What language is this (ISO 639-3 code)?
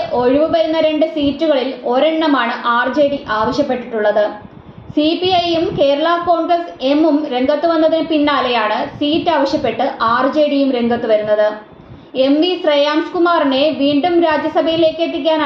mal